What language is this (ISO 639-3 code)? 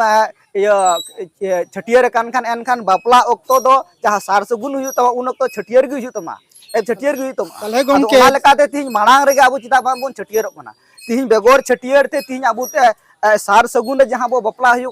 sat